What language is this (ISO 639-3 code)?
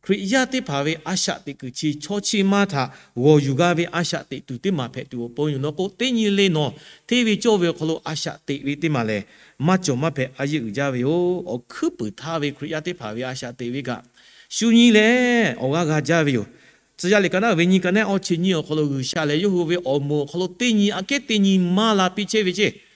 lhu